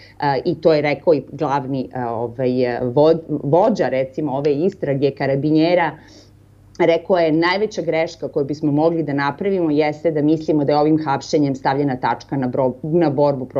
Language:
Serbian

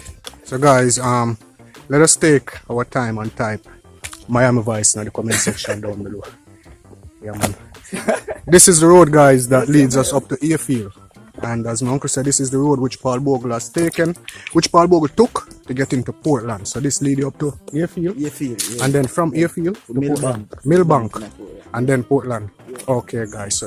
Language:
Jamaican Creole English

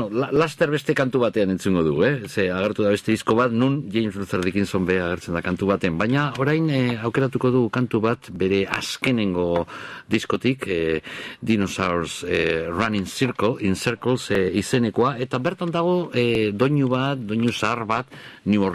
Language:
Basque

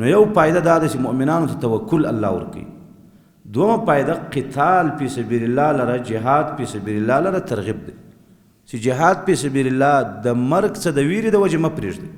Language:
Pashto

